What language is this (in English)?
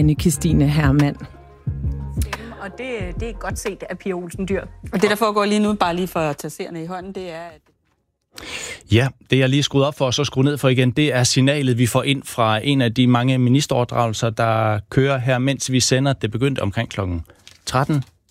Danish